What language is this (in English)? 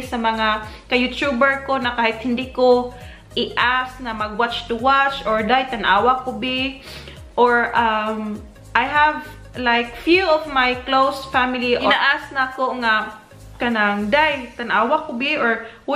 Cebuano